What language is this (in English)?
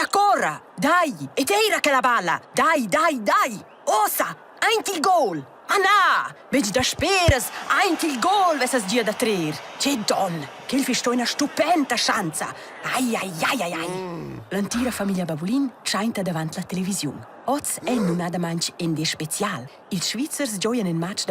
Romansh